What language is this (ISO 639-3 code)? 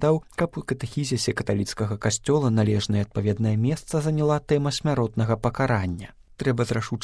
bel